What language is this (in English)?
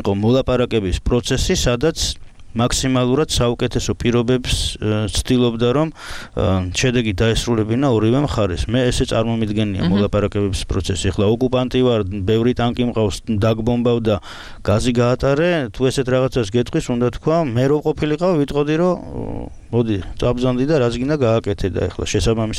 Georgian